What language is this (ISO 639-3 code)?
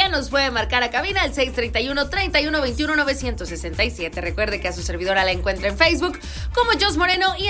spa